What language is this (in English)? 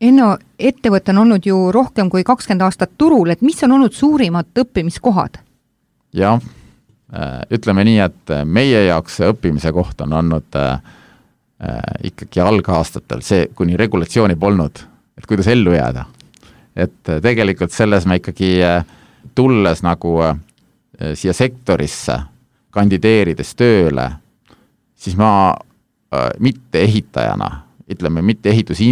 Estonian